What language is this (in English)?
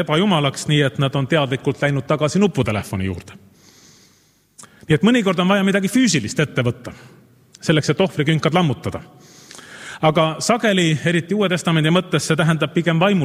Estonian